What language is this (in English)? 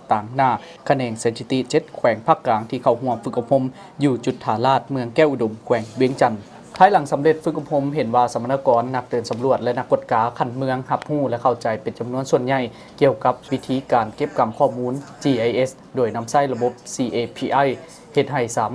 Lao